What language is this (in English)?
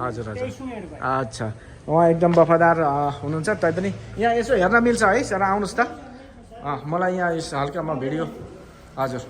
Nepali